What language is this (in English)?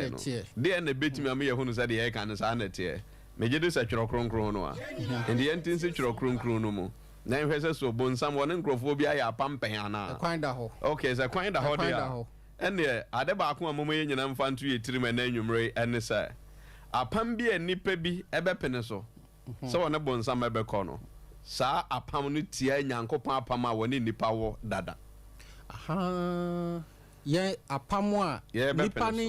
Akan